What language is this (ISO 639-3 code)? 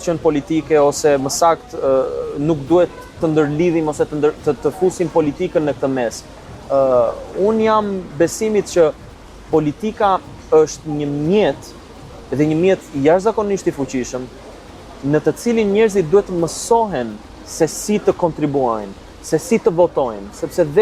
sqi